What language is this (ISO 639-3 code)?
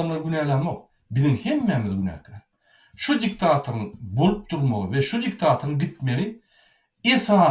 tuk